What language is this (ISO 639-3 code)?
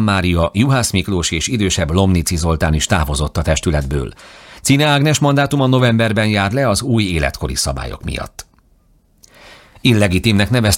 hun